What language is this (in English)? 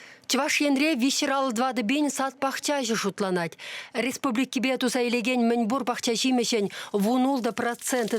Chuvash